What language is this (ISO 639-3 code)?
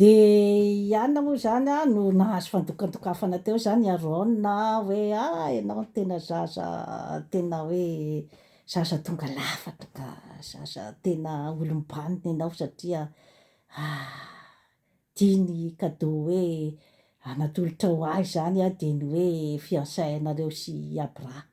mlg